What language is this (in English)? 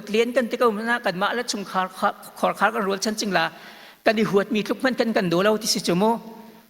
Hakha Chin